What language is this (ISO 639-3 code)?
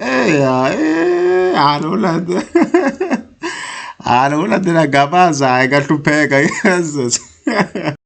tso